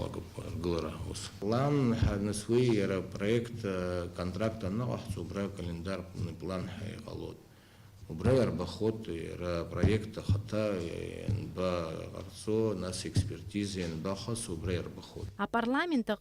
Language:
Abkhazian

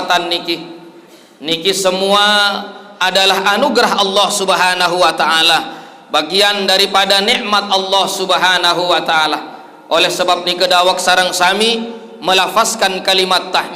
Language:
Sasak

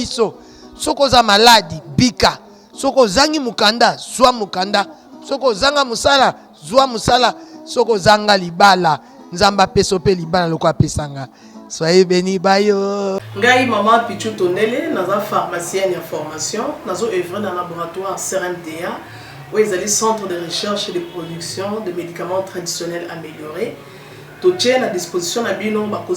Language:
Lingala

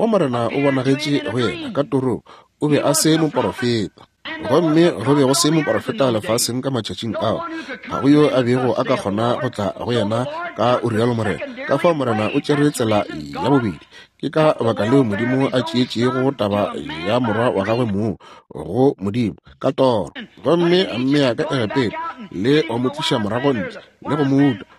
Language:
Northern Sotho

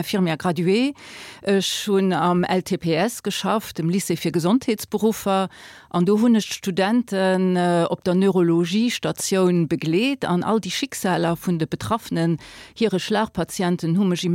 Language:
Luxembourgish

